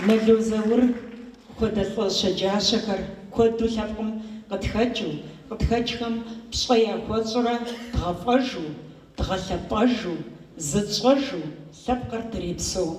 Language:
Kabardian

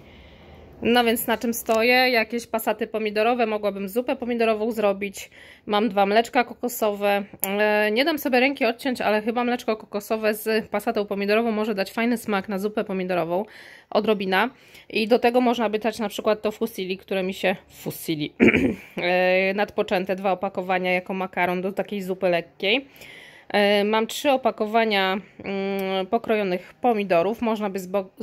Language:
Polish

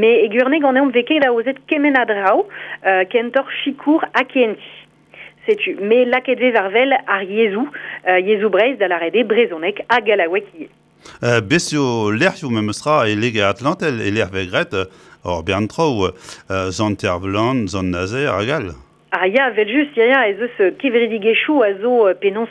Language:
Breton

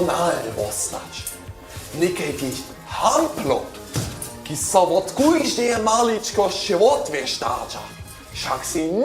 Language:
Upper Sorbian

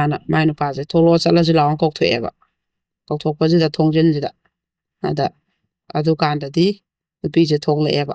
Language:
Manipuri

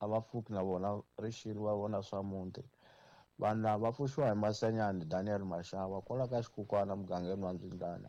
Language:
Tsonga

